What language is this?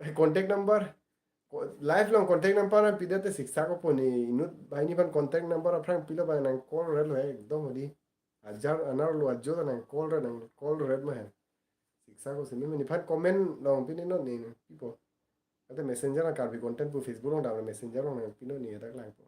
Karbi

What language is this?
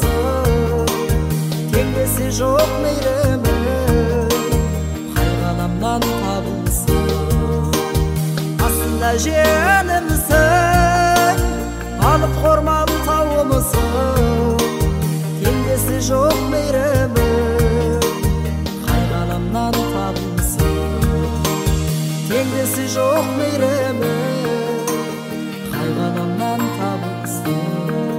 Kazakh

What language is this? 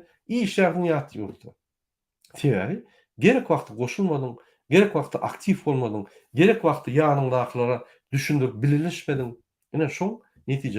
Turkmen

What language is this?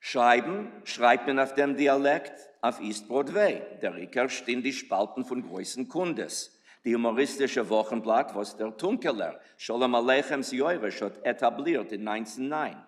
Yiddish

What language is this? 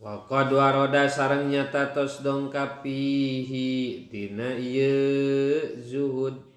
Sundanese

